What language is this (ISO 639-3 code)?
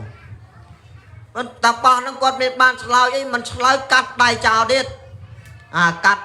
khm